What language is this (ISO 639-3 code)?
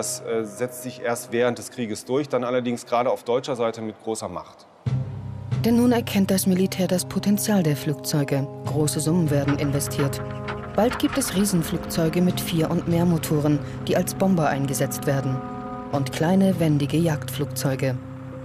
deu